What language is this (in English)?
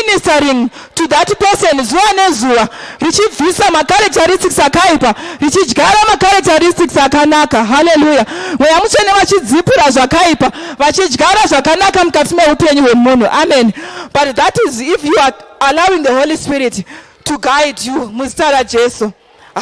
Shona